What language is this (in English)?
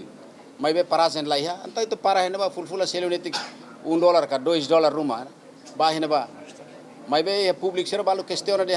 Tetum